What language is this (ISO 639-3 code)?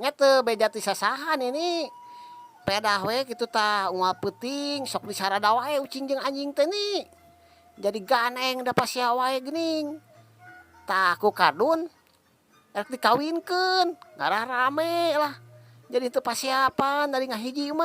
sun